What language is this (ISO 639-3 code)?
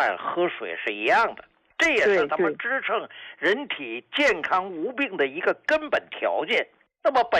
zho